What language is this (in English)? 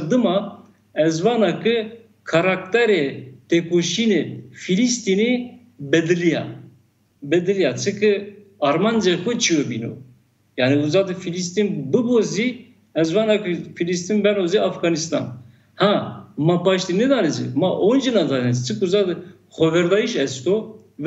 Zaza